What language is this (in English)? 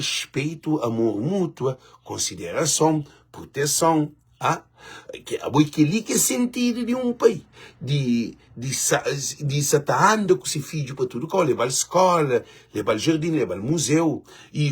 Kabuverdianu